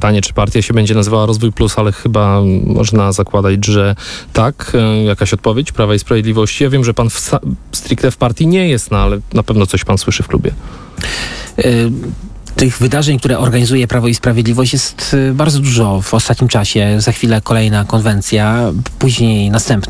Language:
Polish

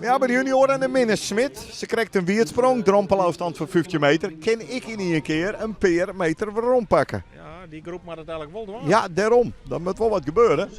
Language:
Western Frisian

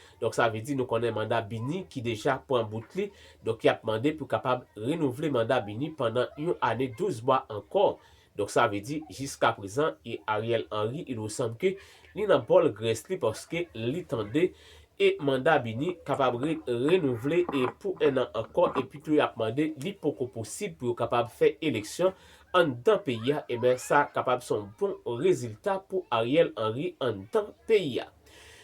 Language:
Haitian Creole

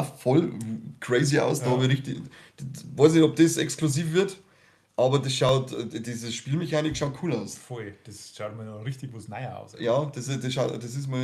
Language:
Bavarian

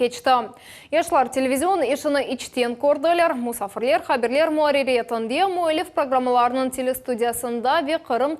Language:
Crimean Tatar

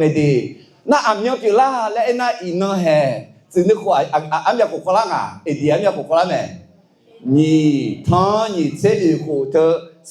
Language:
Akha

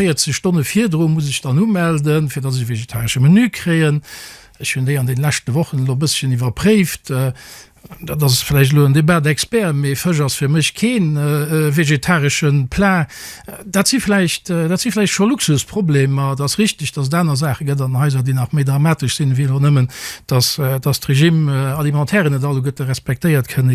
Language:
Luxembourgish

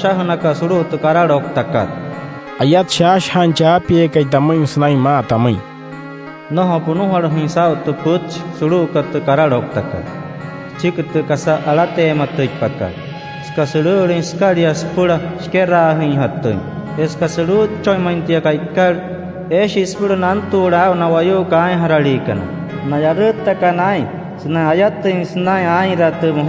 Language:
Wayuu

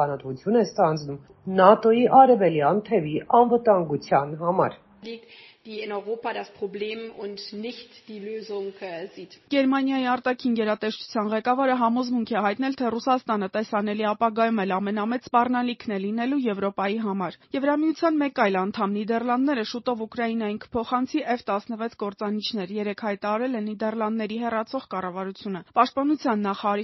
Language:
Armenian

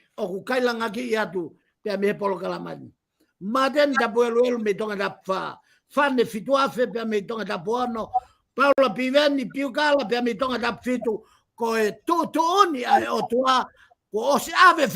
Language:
Tongan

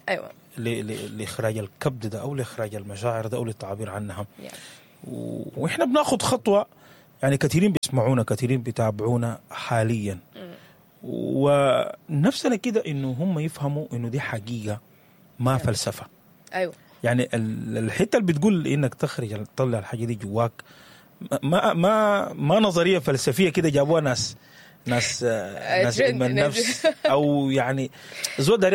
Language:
Sudanese Arabic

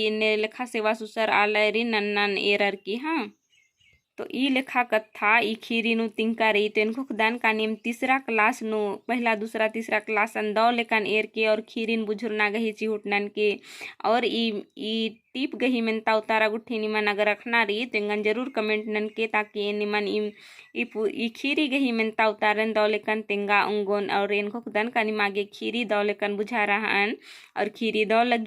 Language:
Kurukh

